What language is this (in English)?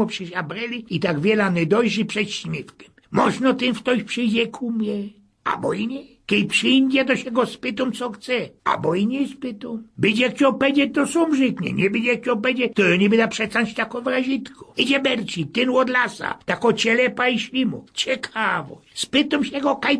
Silesian